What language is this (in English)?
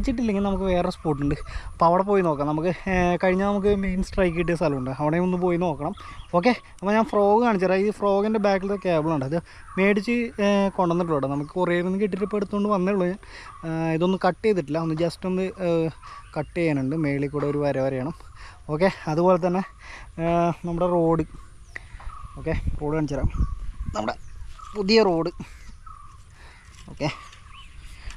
Malayalam